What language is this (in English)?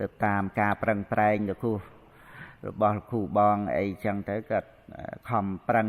Khmer